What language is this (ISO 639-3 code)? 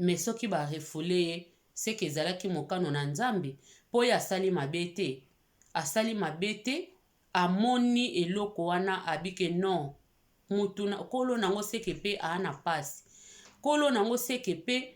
lin